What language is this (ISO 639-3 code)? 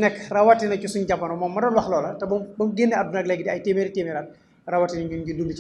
wol